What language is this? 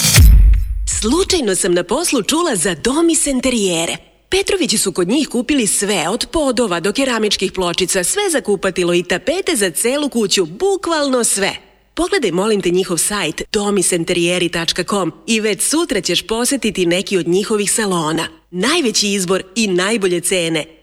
Serbian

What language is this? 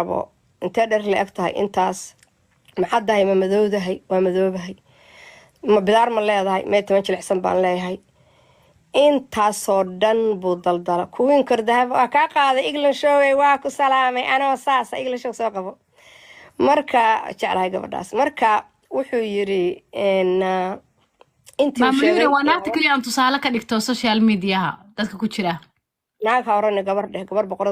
Somali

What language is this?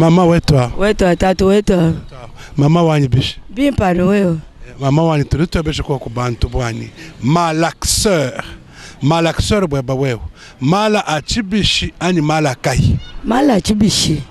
Luba-Lulua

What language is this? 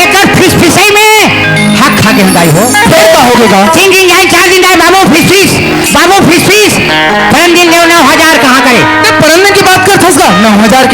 Chhattisgarhi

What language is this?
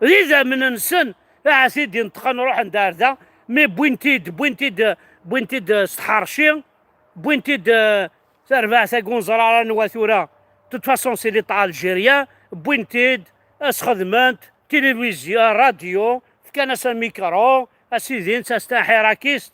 Kabyle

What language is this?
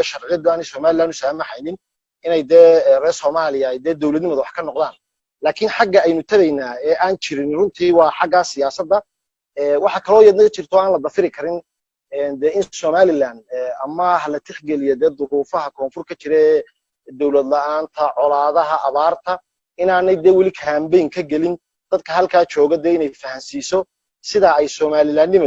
Somali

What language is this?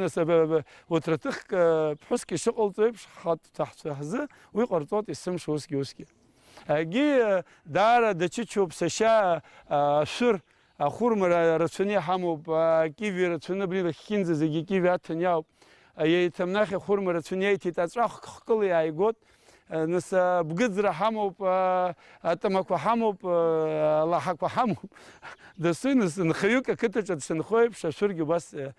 Abkhazian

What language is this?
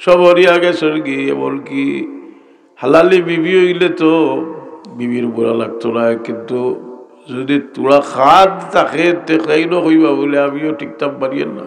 Sylheti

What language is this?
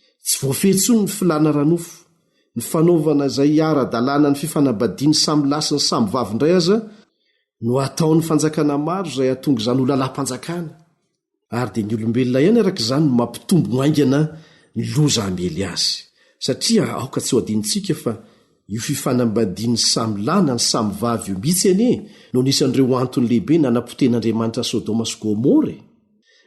Malagasy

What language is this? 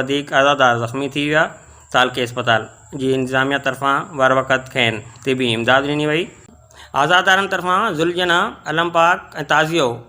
Sindhi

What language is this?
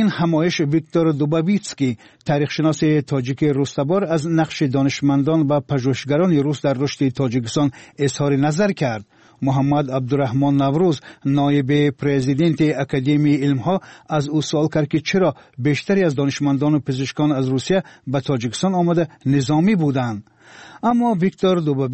Tajik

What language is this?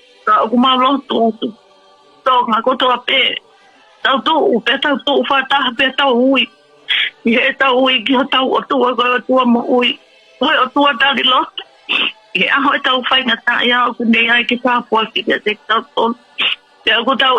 Tongan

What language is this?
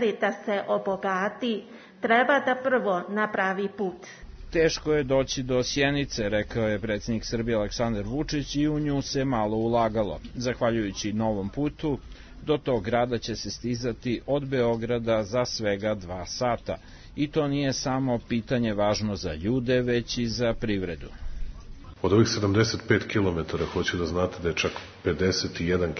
Serbian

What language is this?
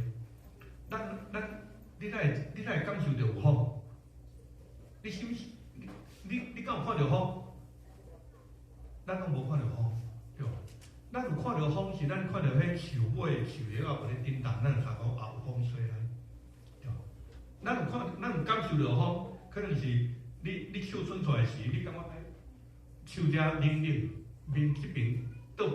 Min Nan Chinese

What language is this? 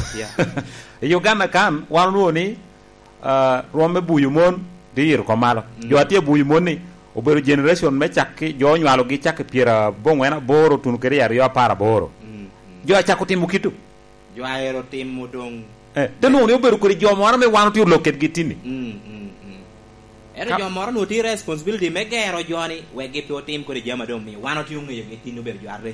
Lango (Uganda)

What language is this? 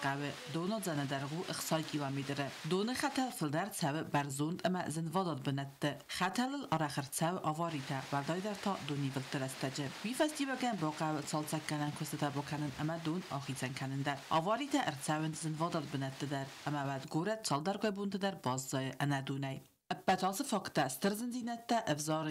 Ossetic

